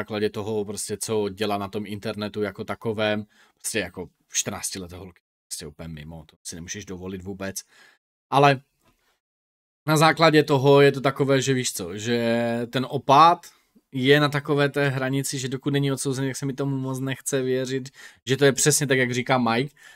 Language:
Czech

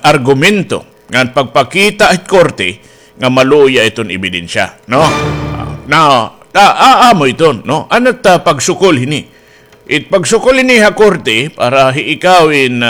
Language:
Waray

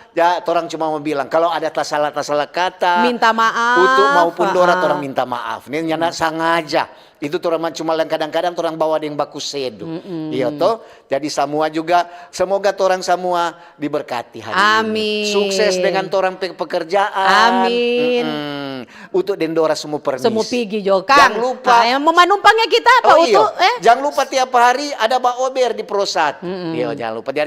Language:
Manado Malay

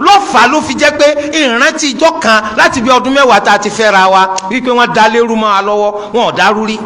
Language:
Yoruba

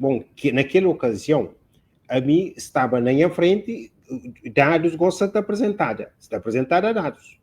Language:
Kabuverdianu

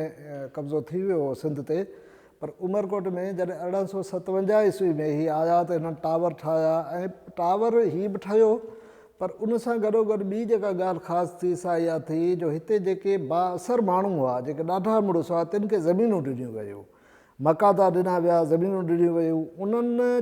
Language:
Sindhi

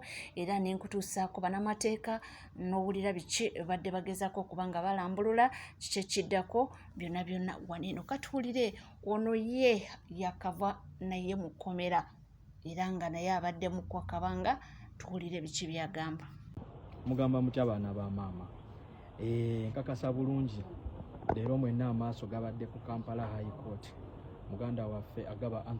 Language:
Ganda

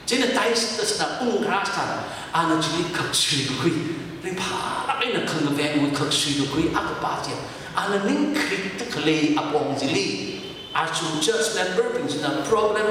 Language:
Tangkhul Naga (India)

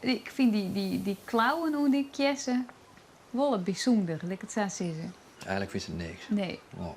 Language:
Western Frisian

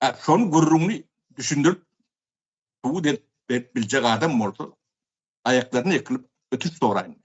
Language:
Turkmen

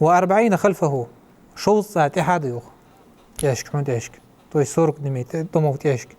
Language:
Ingush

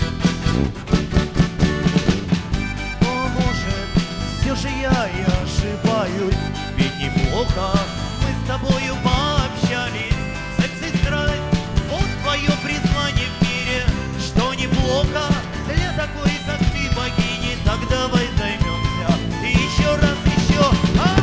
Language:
Russian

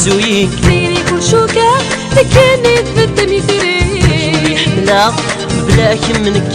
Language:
Kabyle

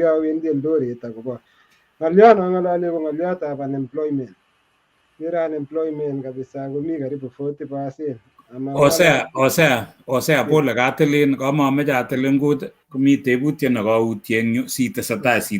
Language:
Kalenjin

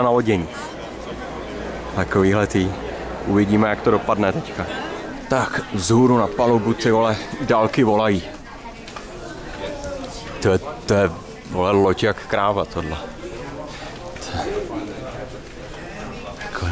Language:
Czech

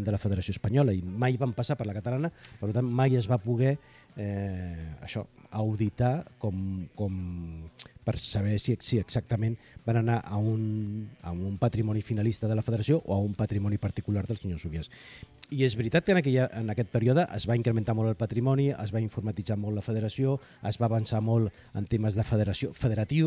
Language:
Catalan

